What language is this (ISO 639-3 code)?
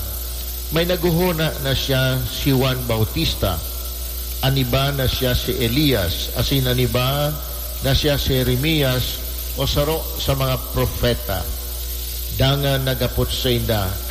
bik